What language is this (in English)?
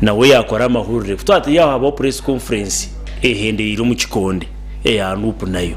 Nyankole